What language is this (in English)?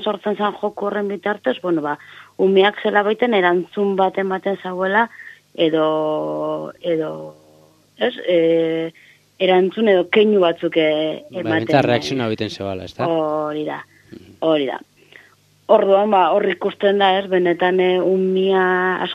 Basque